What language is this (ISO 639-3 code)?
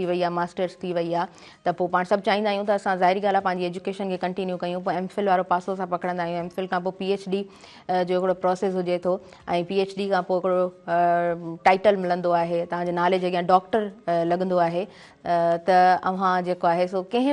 snd